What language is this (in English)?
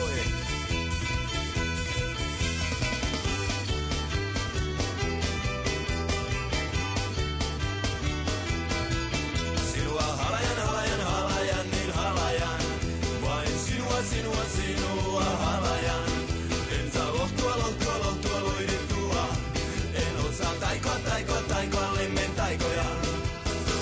Finnish